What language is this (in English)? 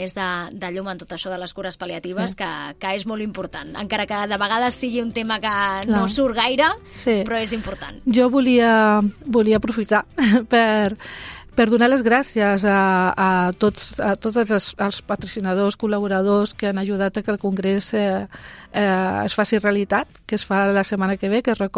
Catalan